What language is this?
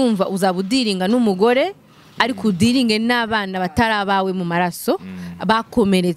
Kinyarwanda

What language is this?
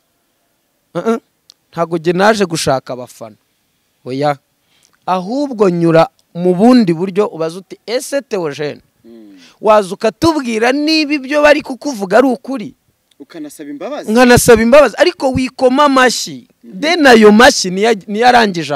Kinyarwanda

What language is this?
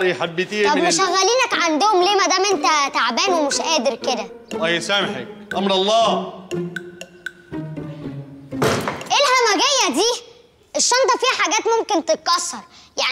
Egyptian Arabic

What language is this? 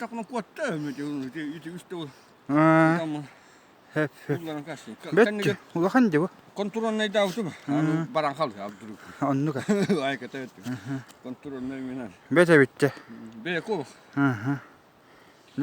Yakut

